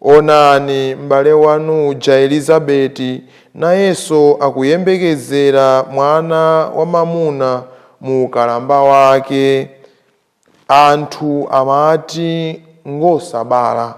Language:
Nyanja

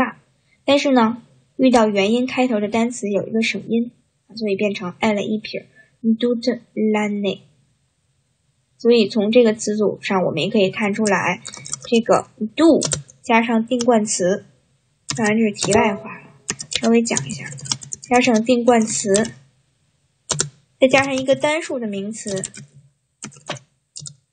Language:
Chinese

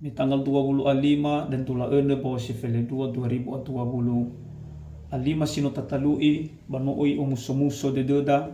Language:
Nias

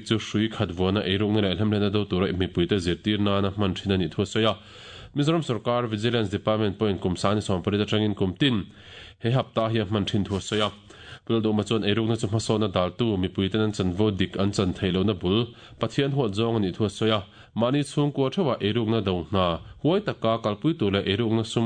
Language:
Mizo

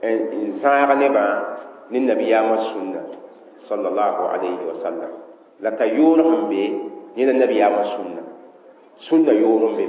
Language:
Mossi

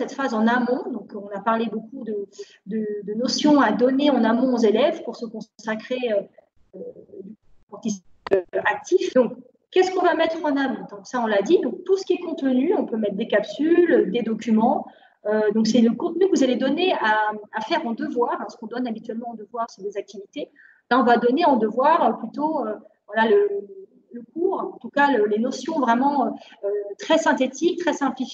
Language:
French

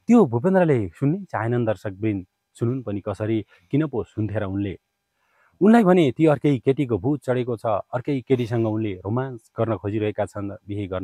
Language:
Nepali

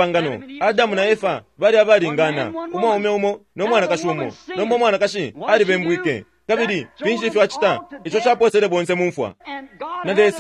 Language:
Bemba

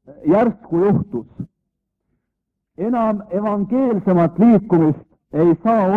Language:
Estonian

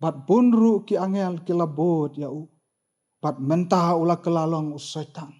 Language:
Khasi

